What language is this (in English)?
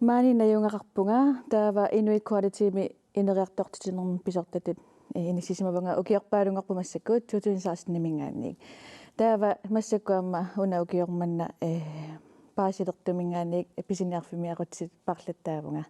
Kalaallisut